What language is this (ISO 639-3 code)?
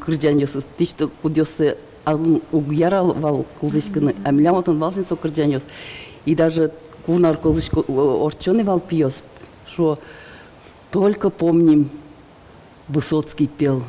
udm